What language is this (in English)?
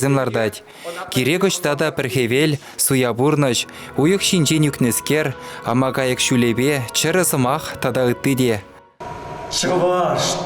Chuvash